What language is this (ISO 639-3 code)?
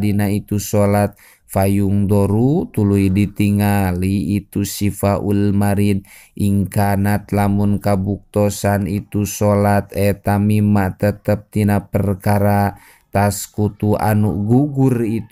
sun